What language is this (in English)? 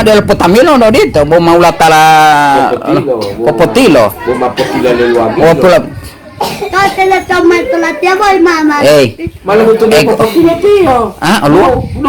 Gorontalo